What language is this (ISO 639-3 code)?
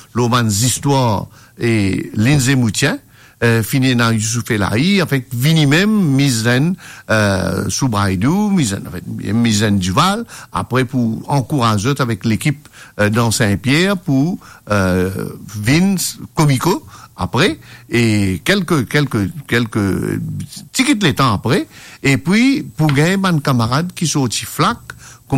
mfe